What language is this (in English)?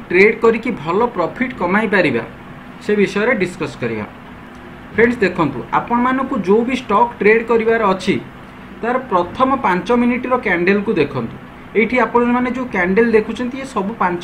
Odia